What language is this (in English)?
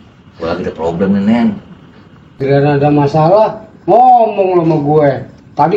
Betawi